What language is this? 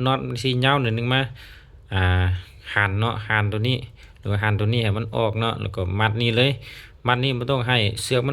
Lao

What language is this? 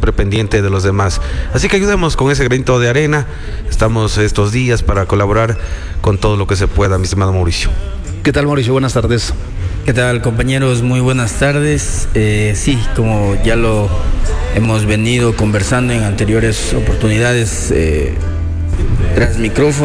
Spanish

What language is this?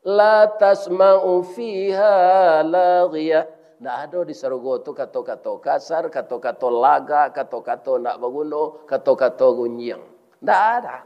Minangkabau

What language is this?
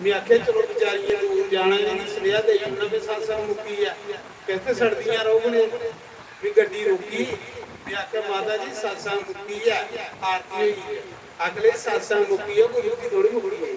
Dogri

